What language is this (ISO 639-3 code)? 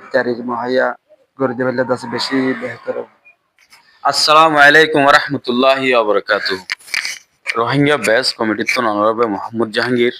rhg